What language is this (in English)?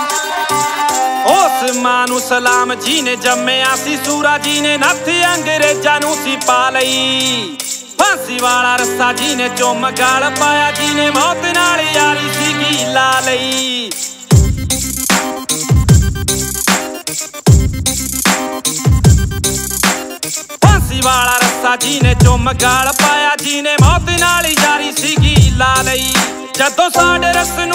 Punjabi